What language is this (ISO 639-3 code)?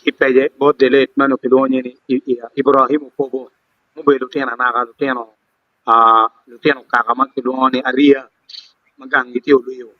ach